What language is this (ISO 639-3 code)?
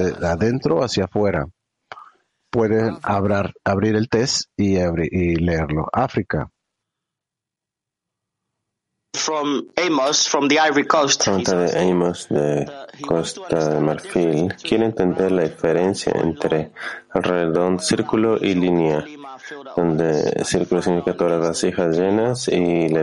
spa